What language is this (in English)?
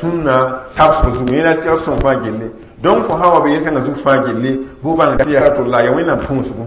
Mossi